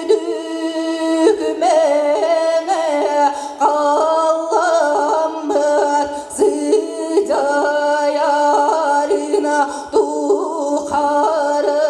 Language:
Yakut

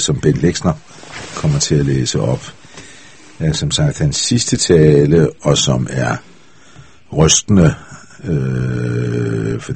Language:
Danish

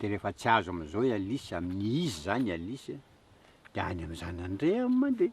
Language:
Malagasy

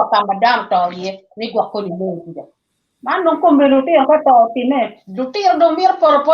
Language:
Acoli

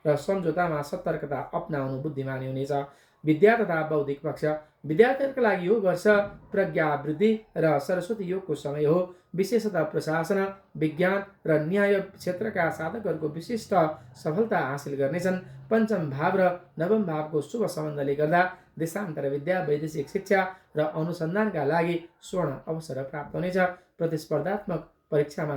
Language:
Nepali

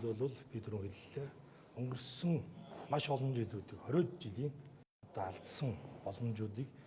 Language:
Mongolian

